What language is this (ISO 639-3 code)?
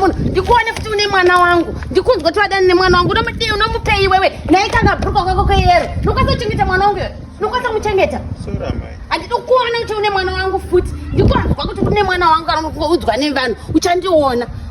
sna